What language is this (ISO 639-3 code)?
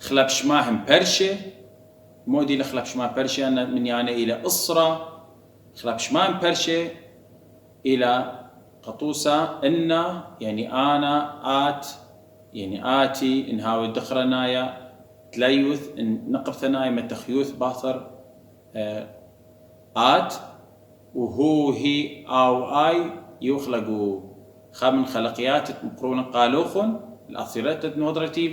aii